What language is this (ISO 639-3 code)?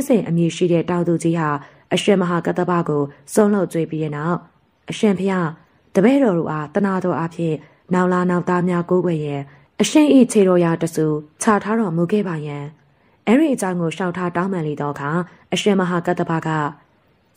mya